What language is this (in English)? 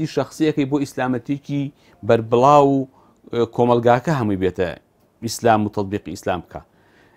Central Kurdish